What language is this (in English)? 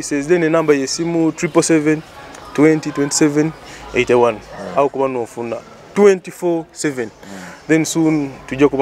Nyoro